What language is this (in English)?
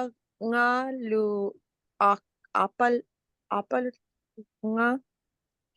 Inupiaq